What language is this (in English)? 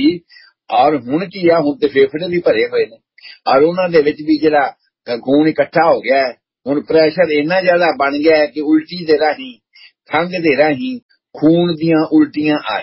Punjabi